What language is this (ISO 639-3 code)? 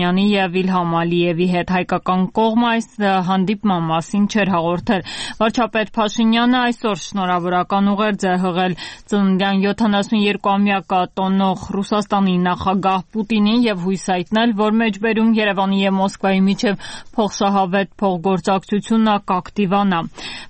hye